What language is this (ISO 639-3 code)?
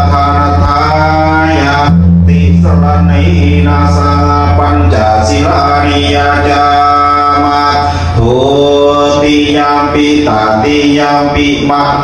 pli